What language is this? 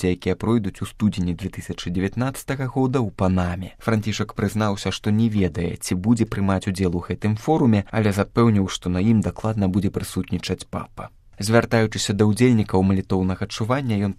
Belarusian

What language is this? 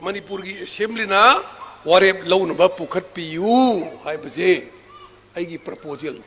Manipuri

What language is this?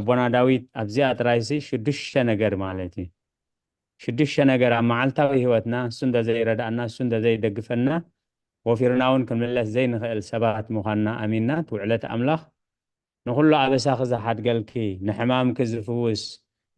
Tigrinya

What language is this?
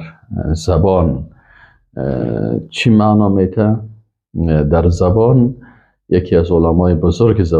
Persian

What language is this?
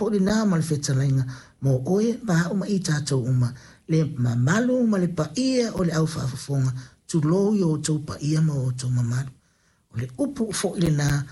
Samoan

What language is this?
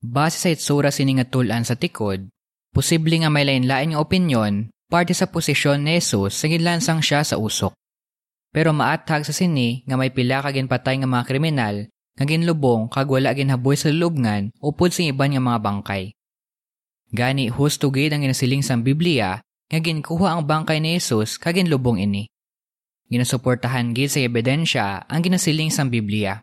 Hiligaynon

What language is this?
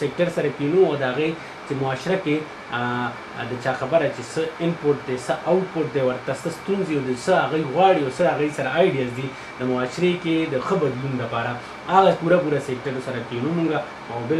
Pashto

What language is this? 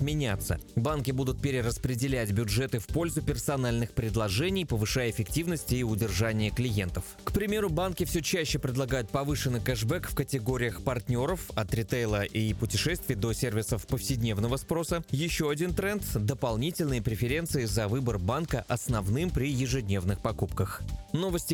Russian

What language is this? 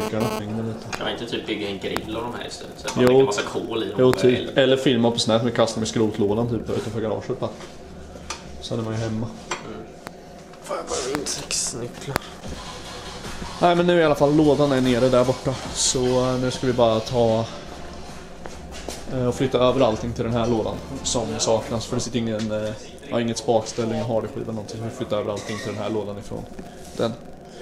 Swedish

